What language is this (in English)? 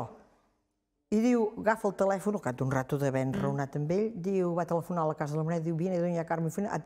Catalan